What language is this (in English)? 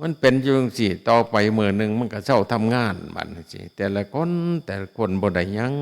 Northeastern Thai